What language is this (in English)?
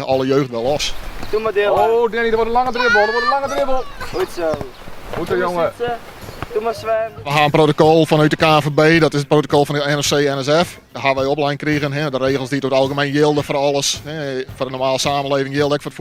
Western Frisian